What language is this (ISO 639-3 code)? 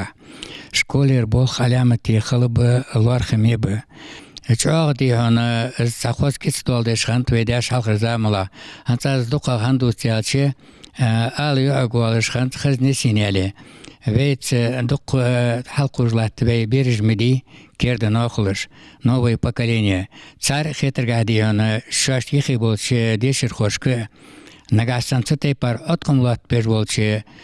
inh